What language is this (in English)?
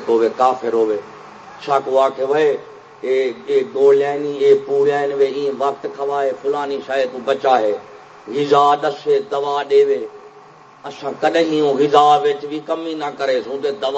Saraiki